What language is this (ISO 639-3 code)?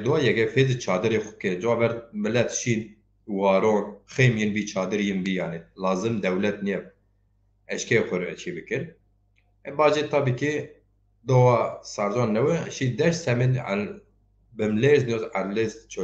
zza